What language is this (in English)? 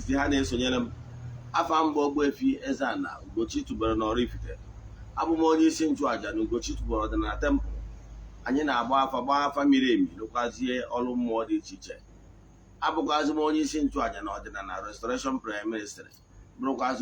Igbo